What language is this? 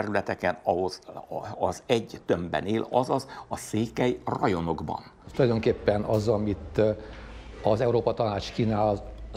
Hungarian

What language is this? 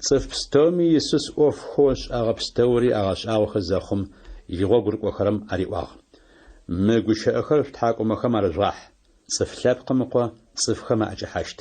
Adyghe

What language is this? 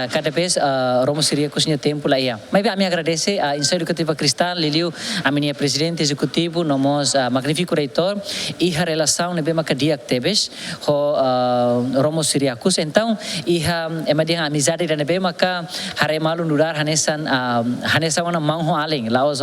Tetum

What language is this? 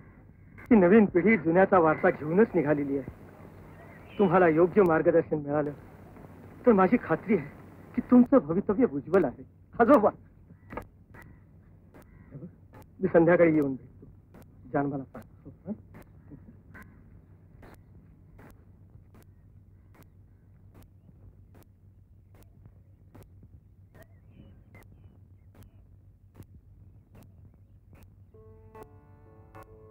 Marathi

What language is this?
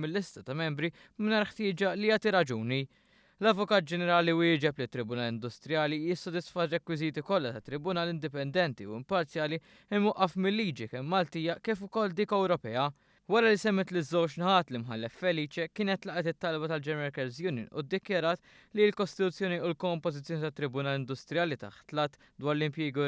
Maltese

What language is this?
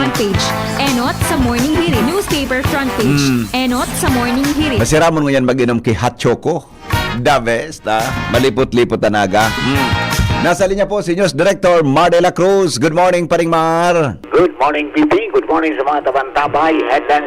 Bikol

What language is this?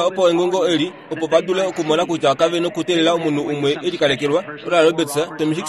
Kuanyama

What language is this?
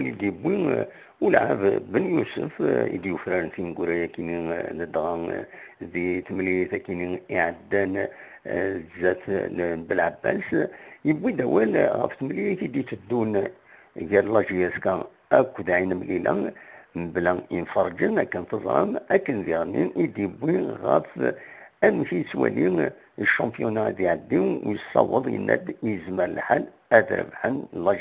Kabyle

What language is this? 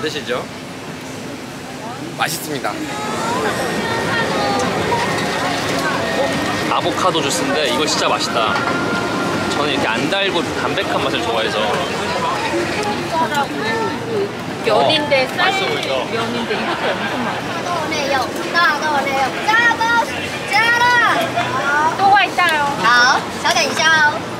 Korean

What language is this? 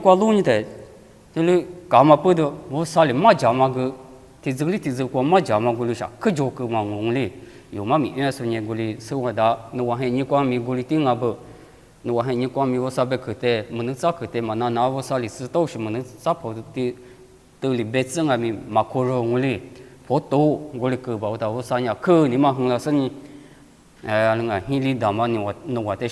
Lisu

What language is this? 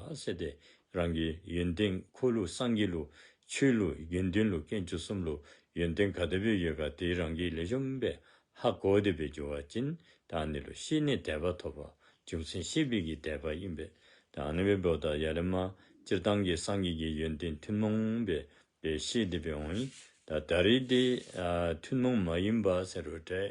Dzongkha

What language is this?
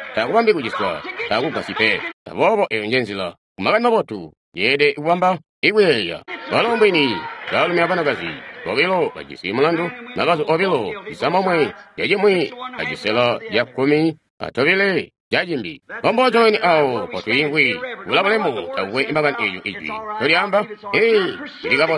Tonga (Zambia)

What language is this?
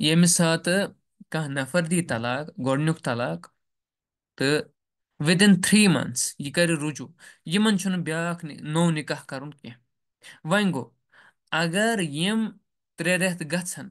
Kashmiri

